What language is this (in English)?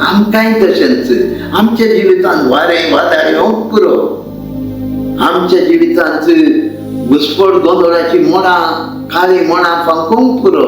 Konkani